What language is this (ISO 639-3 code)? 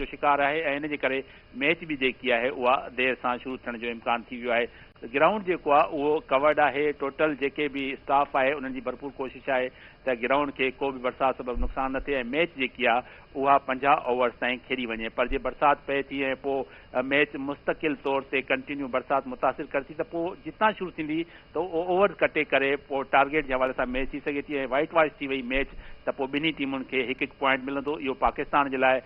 snd